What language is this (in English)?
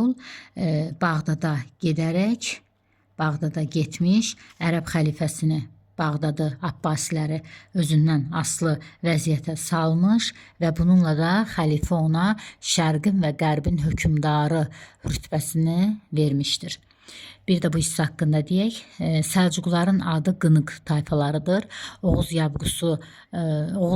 Azerbaijani